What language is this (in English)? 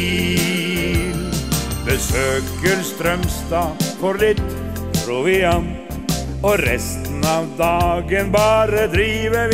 Norwegian